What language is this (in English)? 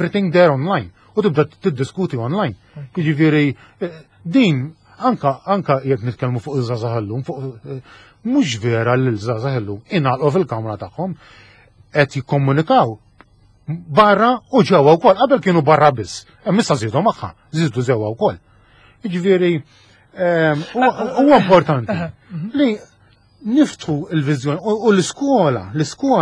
Maltese